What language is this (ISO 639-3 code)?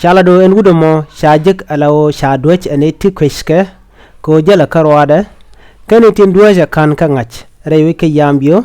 nus